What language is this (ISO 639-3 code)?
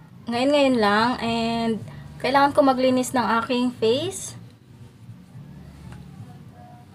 fil